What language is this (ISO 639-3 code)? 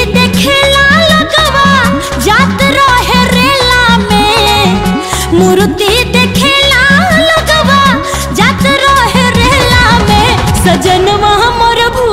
bho